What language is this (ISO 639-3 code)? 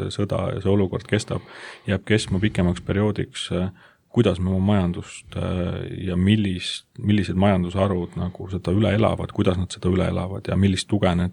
est